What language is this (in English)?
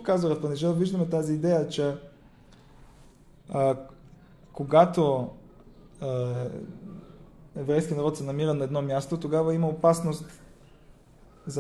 Bulgarian